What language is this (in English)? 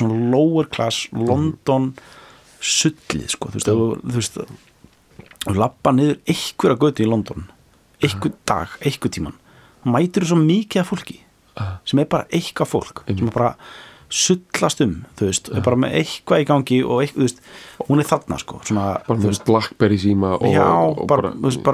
Icelandic